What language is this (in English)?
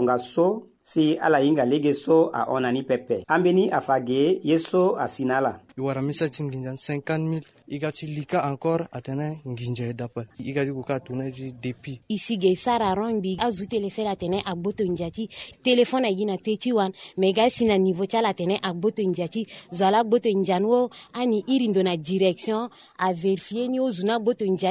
Sango